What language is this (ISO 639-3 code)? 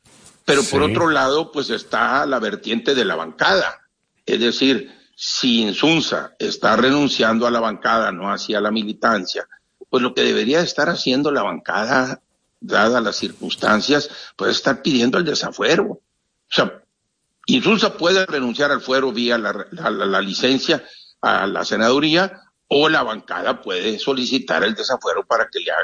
spa